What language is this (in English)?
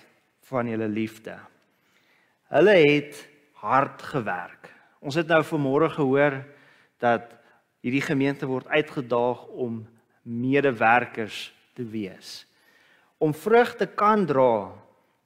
Afrikaans